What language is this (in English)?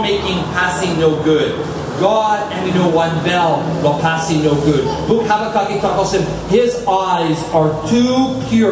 Tok Pisin